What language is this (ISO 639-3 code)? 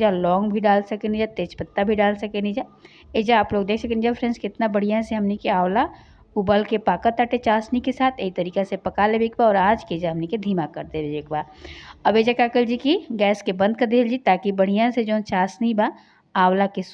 bho